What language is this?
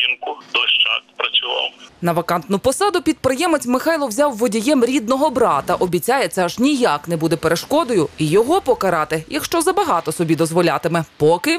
Ukrainian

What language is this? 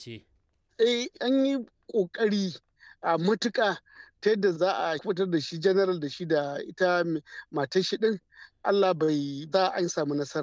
Hausa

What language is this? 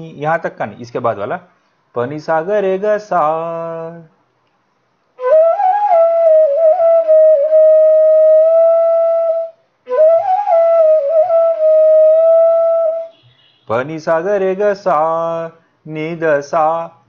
Hindi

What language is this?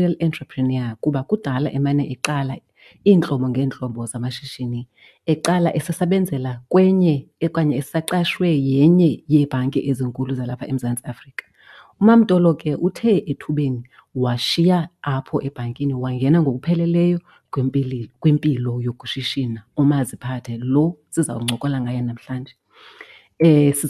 Xhosa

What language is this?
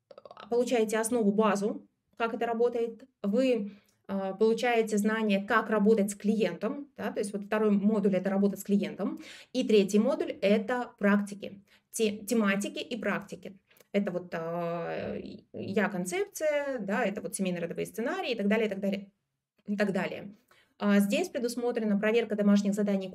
Russian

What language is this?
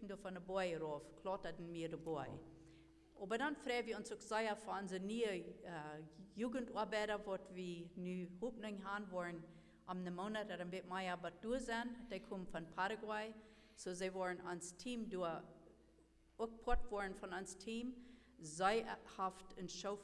Plautdietsch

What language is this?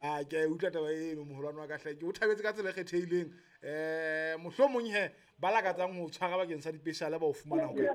Southern Sotho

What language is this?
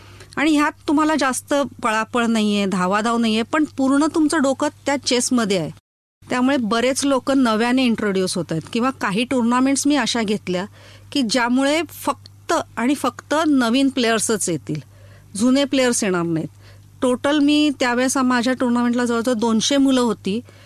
Marathi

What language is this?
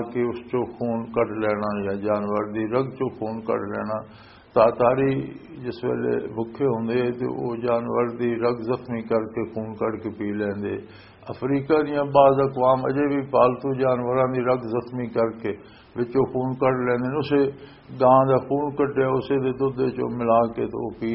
Western Panjabi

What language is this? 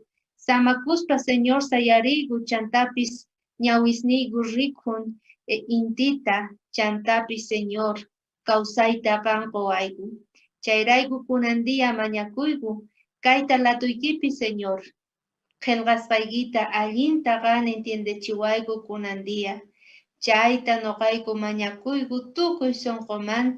South Bolivian Quechua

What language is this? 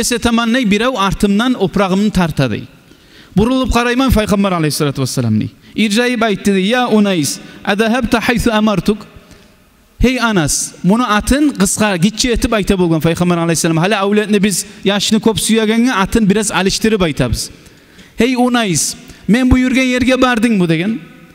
Kumyk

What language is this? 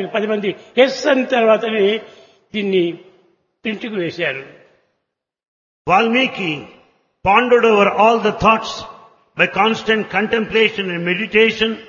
Telugu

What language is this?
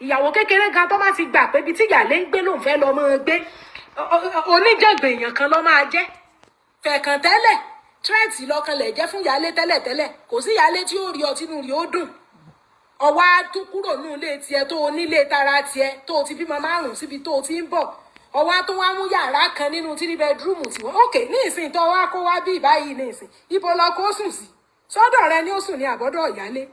Yoruba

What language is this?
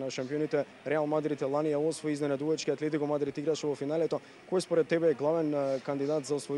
Macedonian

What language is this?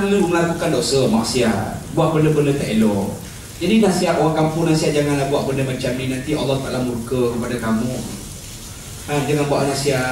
Malay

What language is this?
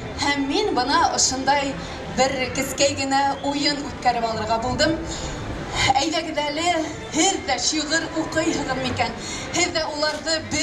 Bashkir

